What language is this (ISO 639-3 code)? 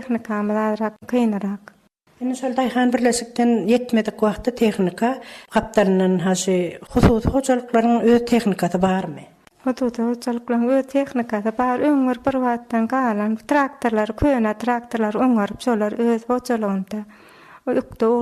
tuk